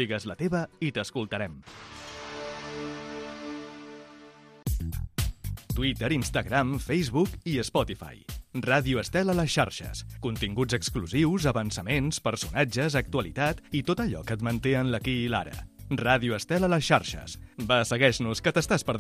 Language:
Catalan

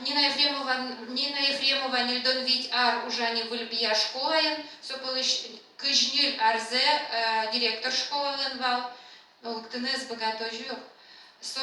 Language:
Udmurt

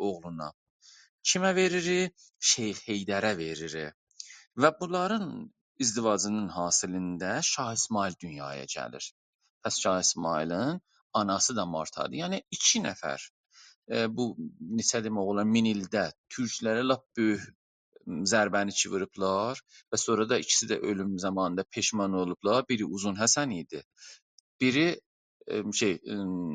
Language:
South Azerbaijani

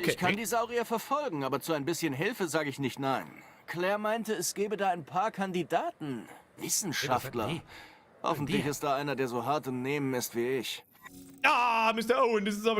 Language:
Bavarian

